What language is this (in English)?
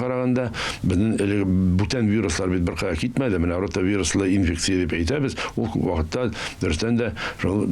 Tatar